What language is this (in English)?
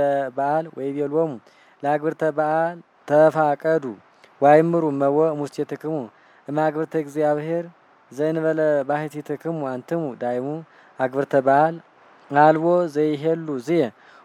Geez